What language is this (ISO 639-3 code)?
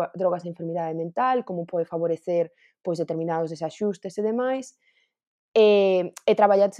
glg